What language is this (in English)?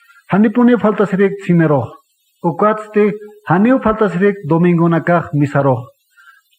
Aymara